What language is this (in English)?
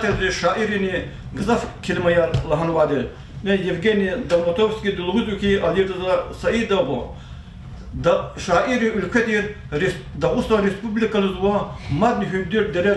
Lezghian